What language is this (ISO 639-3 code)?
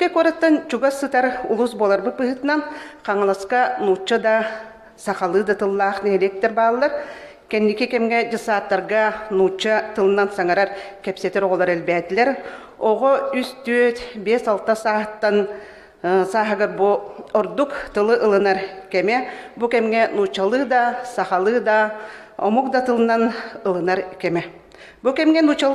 sah